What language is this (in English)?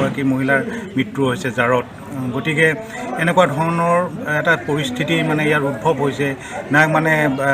Assamese